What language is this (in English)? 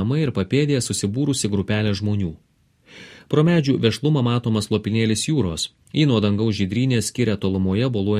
Lithuanian